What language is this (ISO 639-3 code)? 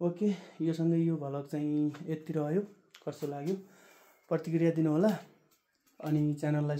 nep